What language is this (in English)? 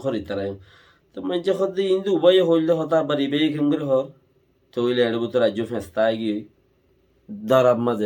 Rohingya